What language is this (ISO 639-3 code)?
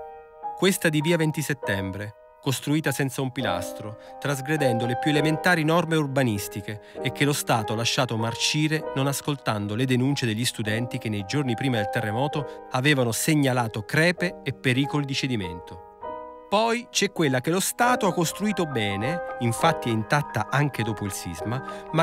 ita